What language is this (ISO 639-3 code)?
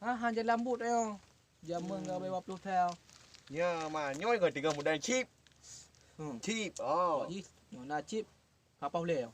ace